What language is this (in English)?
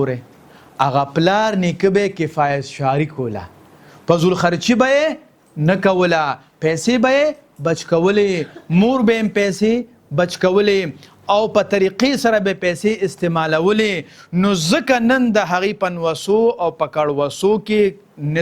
Pashto